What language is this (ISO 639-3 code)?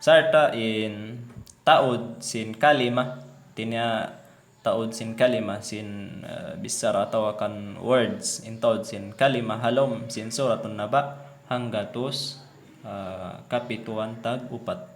tsg